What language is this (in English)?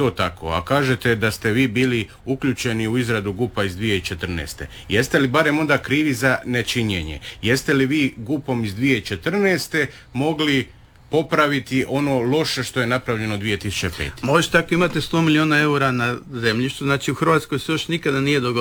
Croatian